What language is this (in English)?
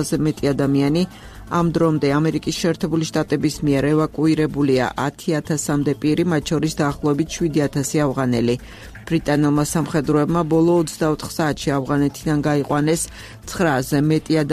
Georgian